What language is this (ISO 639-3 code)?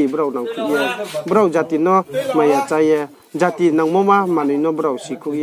ria